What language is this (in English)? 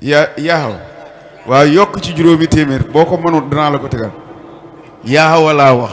Wolof